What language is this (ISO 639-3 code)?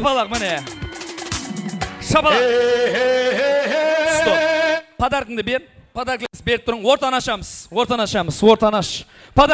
kaz